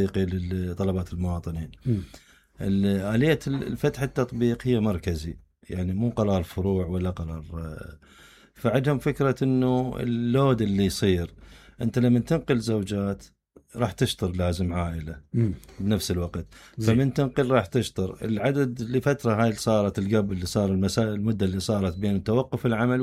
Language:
Mesopotamian Arabic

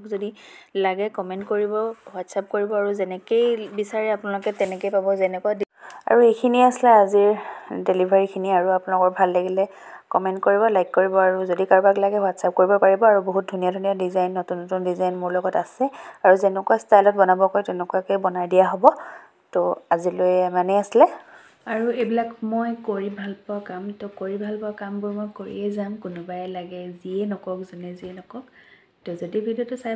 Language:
Assamese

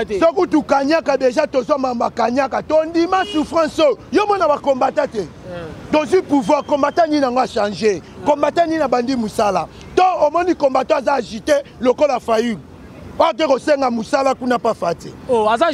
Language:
Lingala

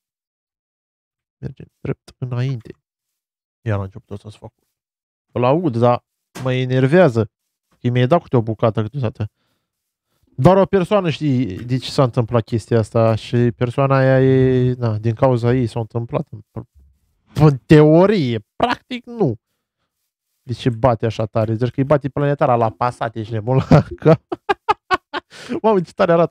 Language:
Romanian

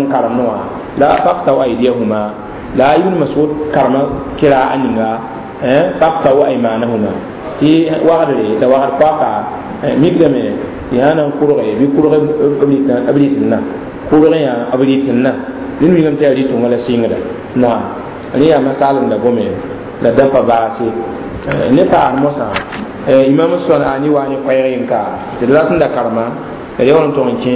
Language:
Mossi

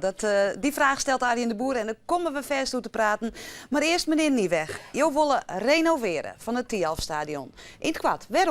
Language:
Western Frisian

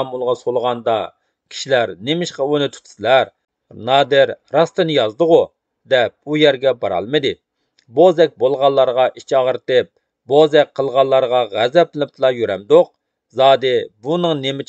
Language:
Uyghur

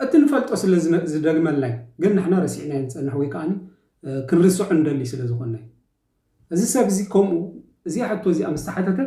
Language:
Tigrinya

